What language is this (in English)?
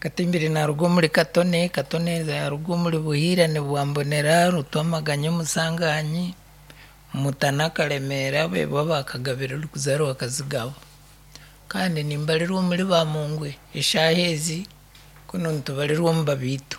Nyankole